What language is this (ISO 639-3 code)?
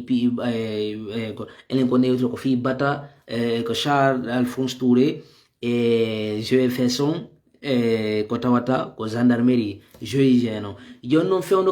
ful